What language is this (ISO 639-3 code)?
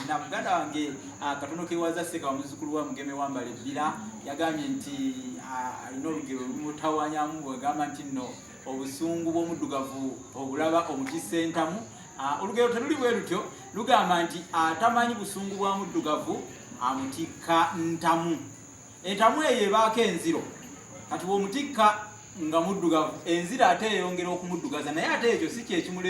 lug